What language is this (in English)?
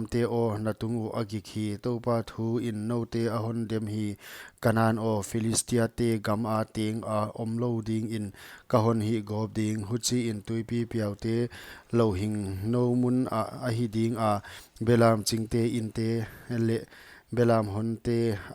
Paite Chin